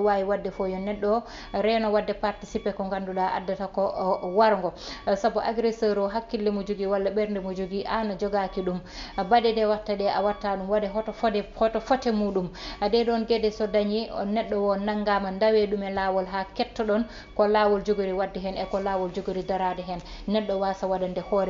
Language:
Fula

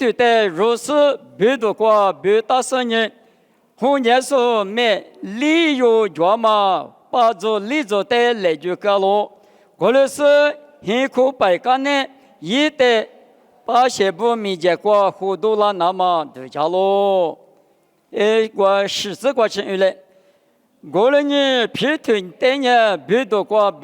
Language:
Lisu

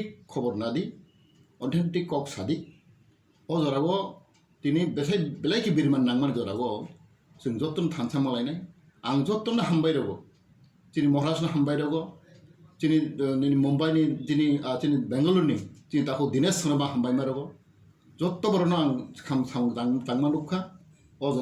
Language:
Kok Borok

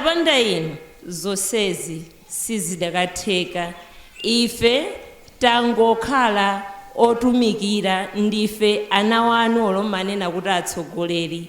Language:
Nyanja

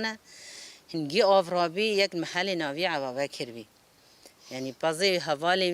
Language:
Kurdish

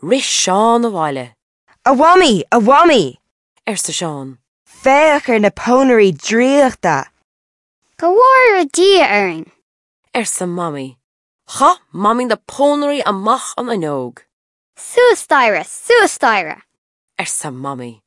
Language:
Irish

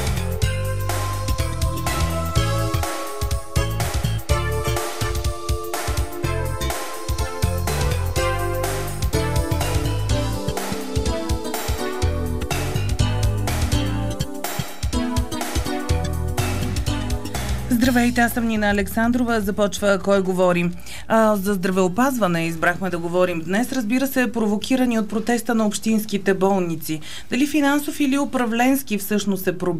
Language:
Bulgarian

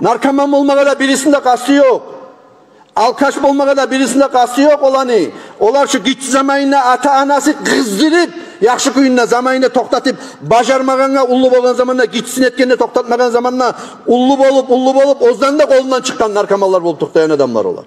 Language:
Kumyk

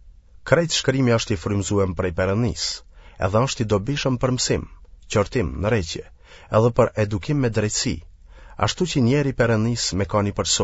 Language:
Albanian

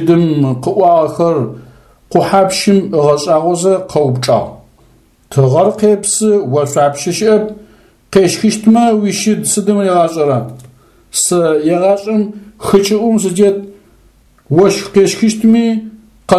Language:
Adyghe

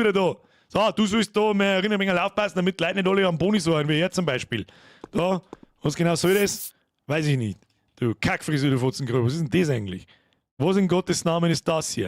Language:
Bavarian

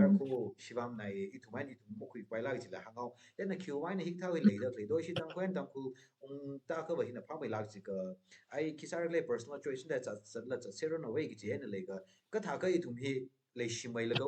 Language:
Tangkhul Naga (India)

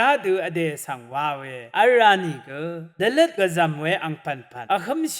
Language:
Rawang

